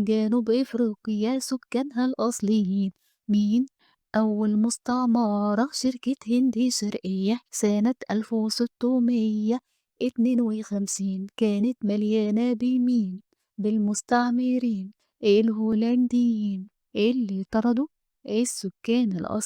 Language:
Egyptian Arabic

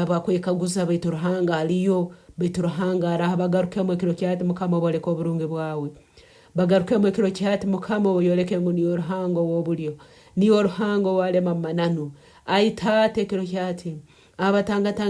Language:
Nyankole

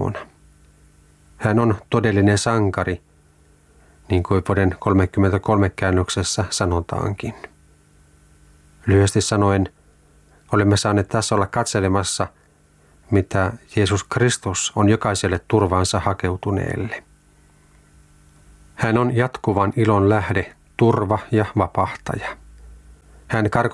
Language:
Finnish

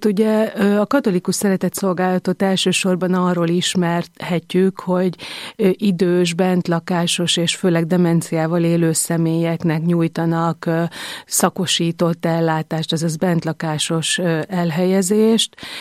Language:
Hungarian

